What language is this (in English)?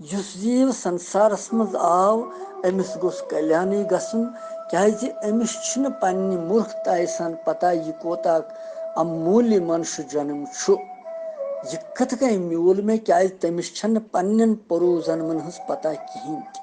Kashmiri